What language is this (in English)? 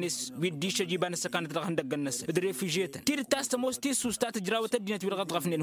Tamasheq